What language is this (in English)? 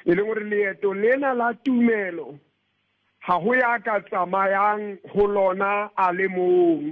Southern Sotho